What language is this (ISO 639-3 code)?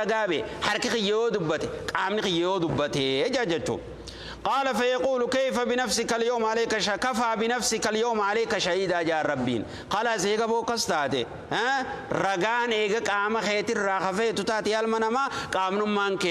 orm